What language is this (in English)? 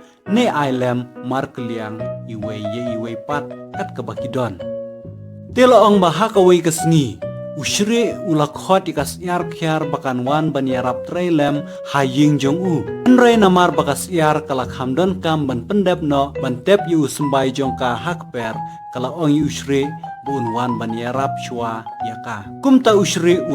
Khasi